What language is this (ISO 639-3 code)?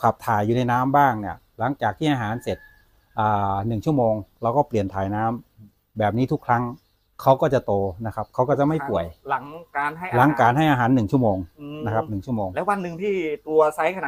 tha